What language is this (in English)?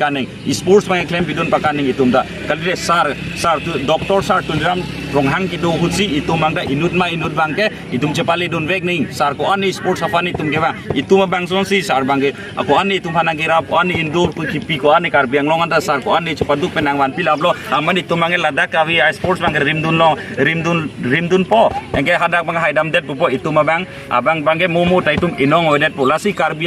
Karbi